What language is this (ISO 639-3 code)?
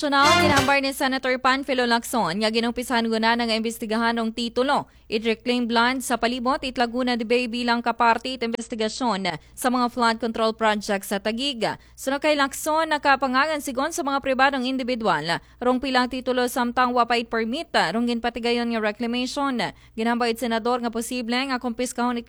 akl